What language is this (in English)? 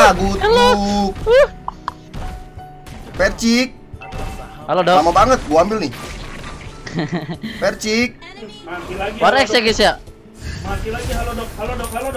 Indonesian